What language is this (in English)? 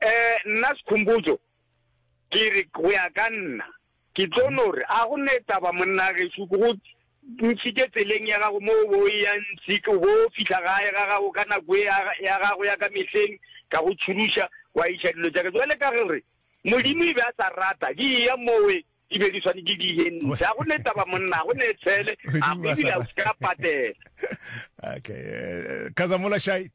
Northern Sotho